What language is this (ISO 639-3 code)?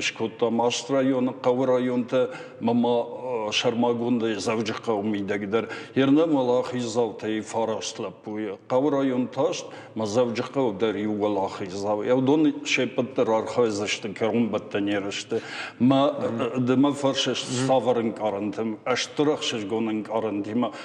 oss